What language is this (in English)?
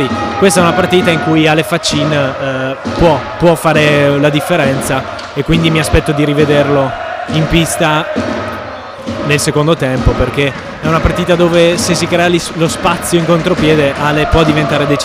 Italian